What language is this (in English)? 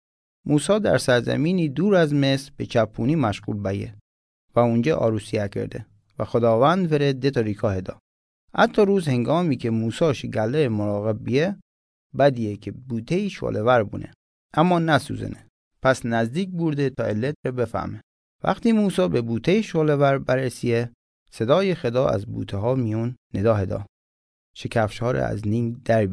Mazanderani